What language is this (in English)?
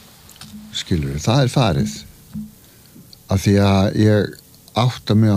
Icelandic